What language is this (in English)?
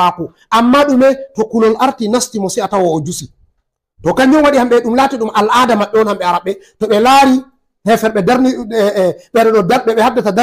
Fula